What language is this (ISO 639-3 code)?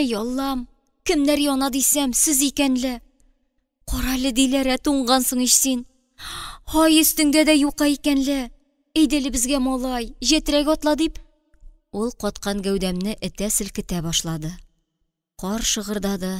tat